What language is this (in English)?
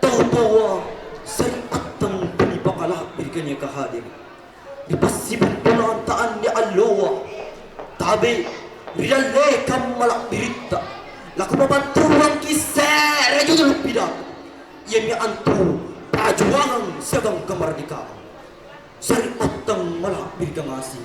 Makasar